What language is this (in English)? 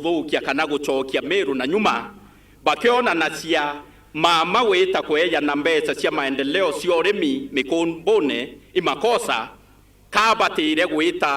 Meru